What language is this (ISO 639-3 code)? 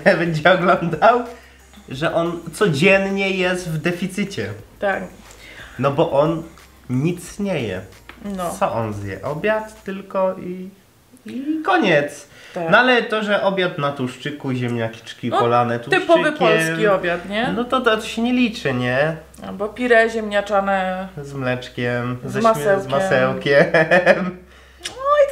pol